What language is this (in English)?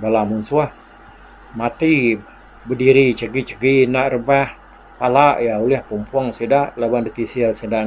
Iban